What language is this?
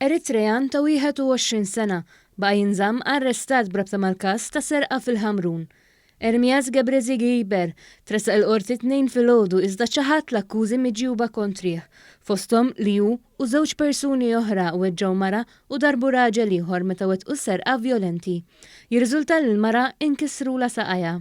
Maltese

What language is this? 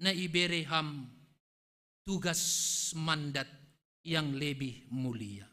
Batak Simalungun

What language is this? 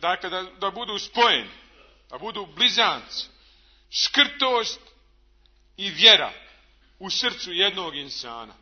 Bosnian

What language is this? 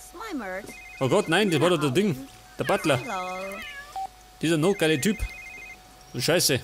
Bavarian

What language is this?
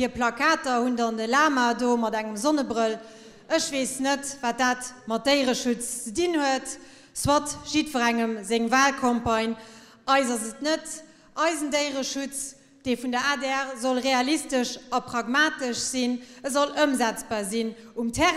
Luxembourgish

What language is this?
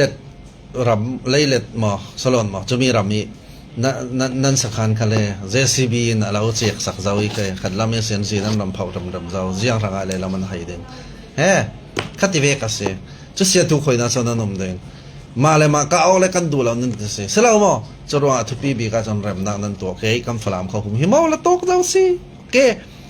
Falam Chin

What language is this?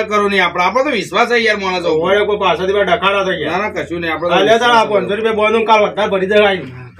Gujarati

